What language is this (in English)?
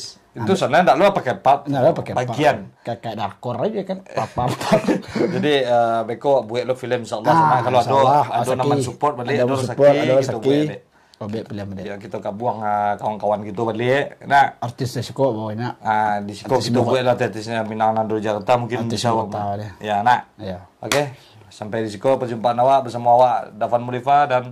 Minangkabau